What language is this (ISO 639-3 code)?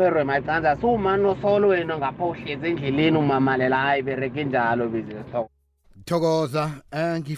nbl